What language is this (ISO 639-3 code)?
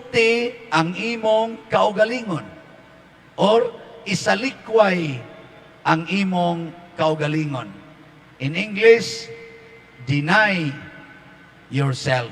ceb